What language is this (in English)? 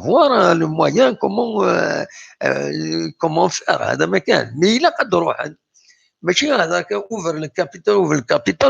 Kabyle